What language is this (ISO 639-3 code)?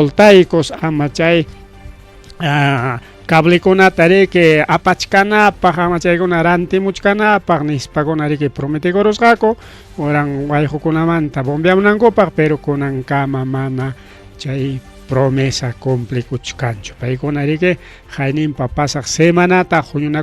quy